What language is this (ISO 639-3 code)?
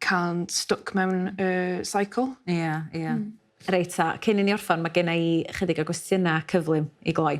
cym